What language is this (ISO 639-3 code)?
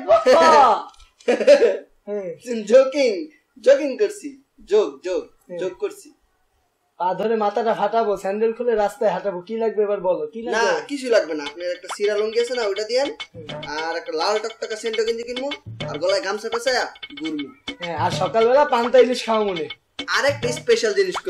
ben